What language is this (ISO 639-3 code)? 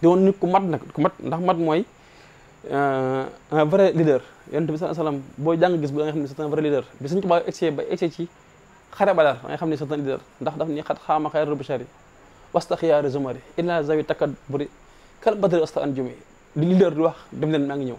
wol